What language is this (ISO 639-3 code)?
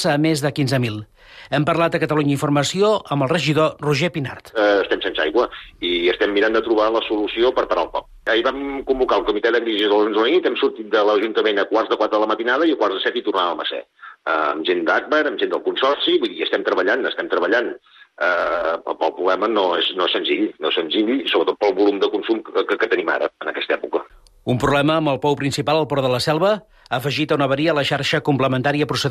cat